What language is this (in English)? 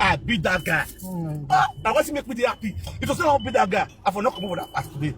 Nigerian Pidgin